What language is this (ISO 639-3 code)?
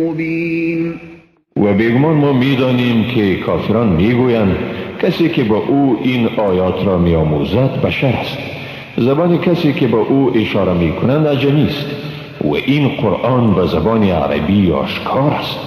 fas